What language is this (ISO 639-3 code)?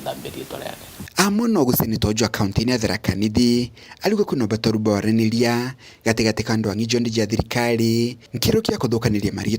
mer